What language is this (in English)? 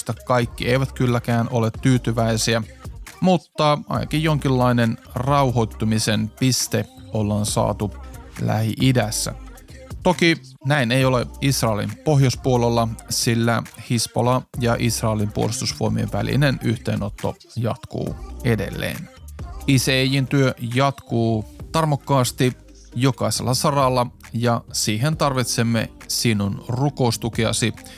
Finnish